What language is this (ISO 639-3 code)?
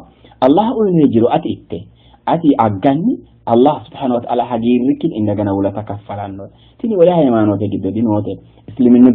sid